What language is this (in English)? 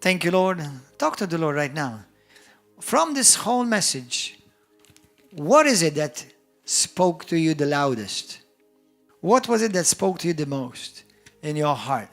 English